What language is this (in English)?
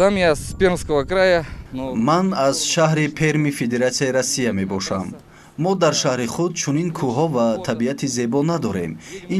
Tajik